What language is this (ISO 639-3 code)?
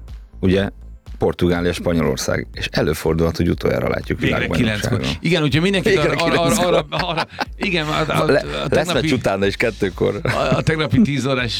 hun